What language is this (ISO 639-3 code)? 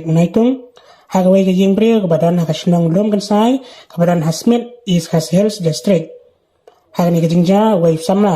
kha